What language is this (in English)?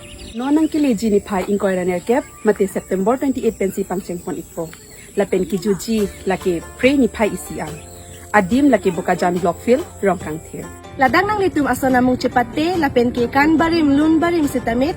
Karbi